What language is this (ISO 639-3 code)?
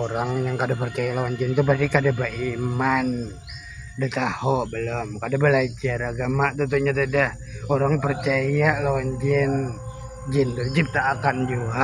bjn